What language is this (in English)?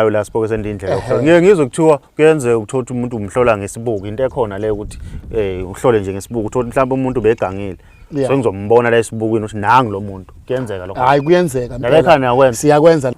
Zulu